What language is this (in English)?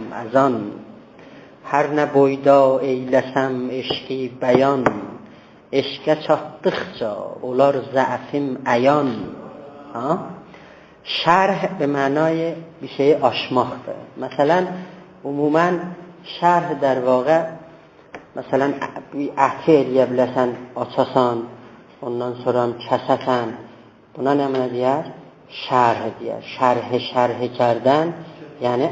South Azerbaijani